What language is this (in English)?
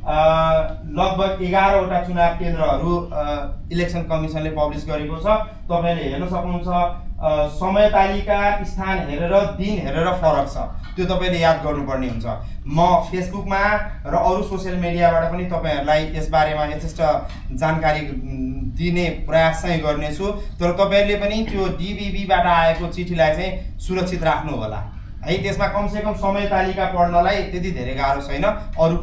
Nepali